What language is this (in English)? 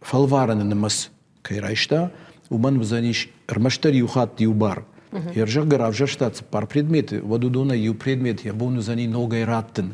Ossetic